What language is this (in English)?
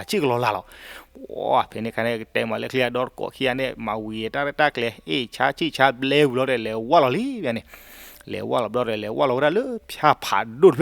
S'gaw Karen